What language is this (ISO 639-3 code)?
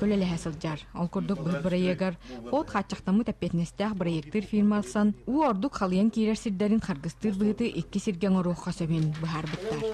sah